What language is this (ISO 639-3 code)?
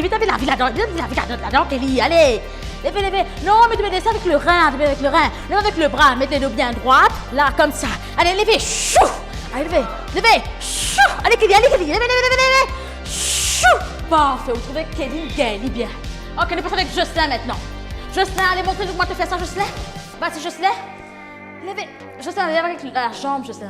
mfe